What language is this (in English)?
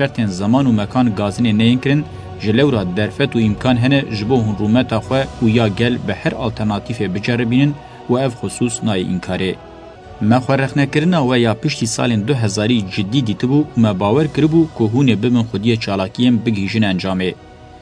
Kurdish